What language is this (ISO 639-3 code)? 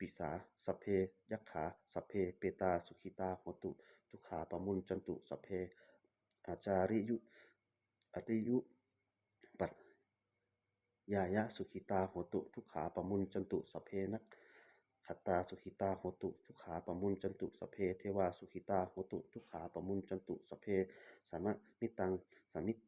pli